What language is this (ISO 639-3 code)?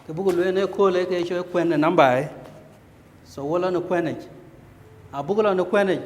din